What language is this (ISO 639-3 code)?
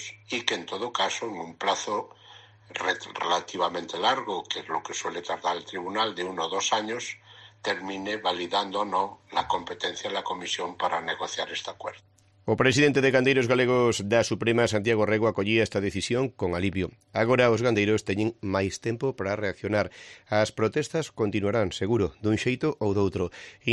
glg